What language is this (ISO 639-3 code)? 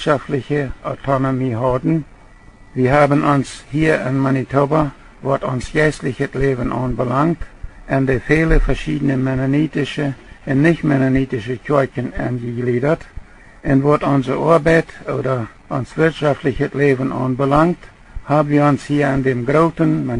pdt